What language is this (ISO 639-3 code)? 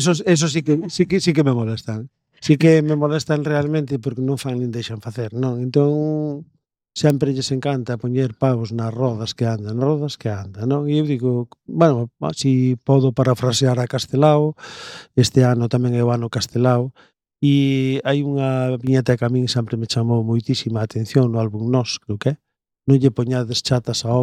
glg